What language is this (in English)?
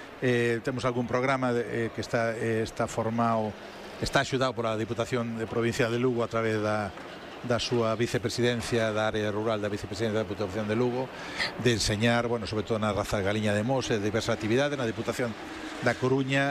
Galician